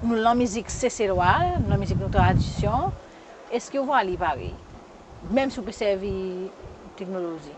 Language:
Seselwa Creole French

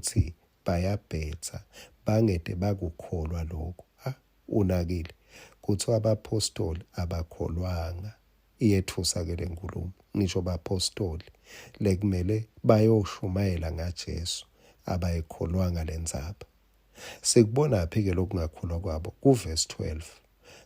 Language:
Swati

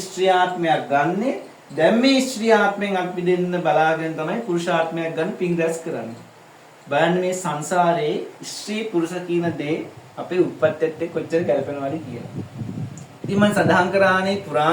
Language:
Sinhala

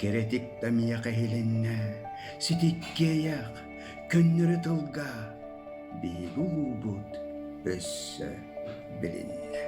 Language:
Yakut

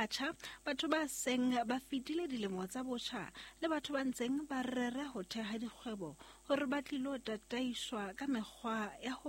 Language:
Southern Sotho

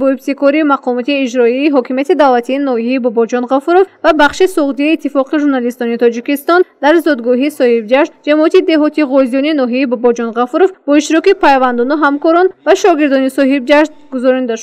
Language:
Tajik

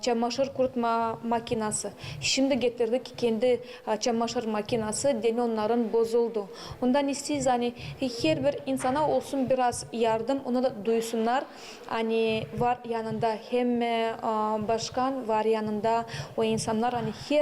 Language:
Gagauz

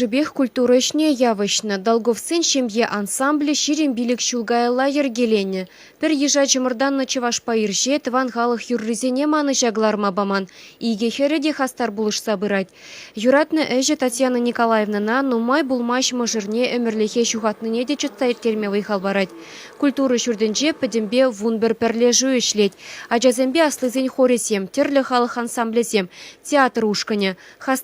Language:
Chuvash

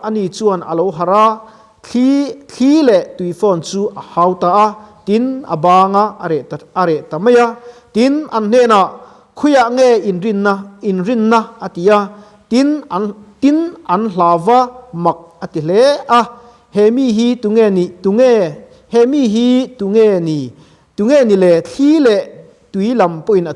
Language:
Mizo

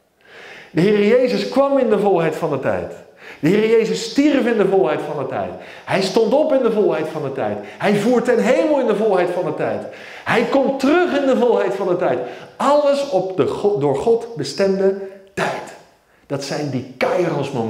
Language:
Dutch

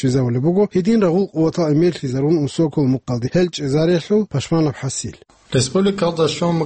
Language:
Avaric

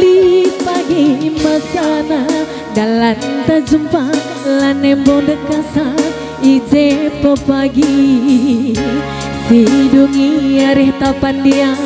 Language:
Batak Karo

